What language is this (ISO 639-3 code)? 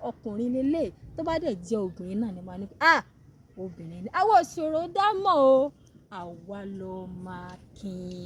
yor